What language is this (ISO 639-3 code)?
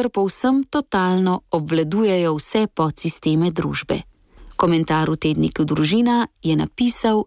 slv